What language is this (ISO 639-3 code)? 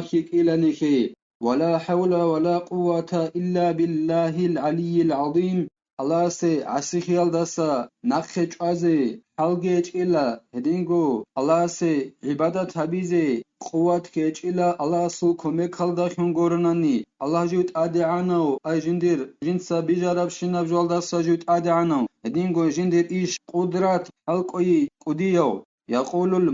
ava